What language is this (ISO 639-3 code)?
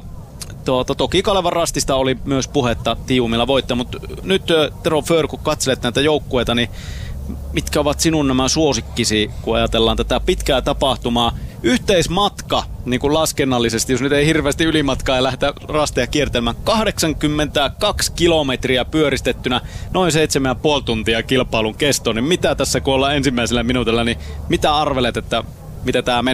fin